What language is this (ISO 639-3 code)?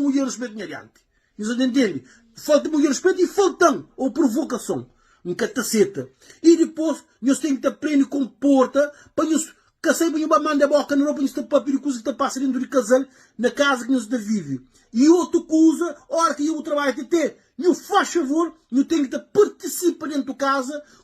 kea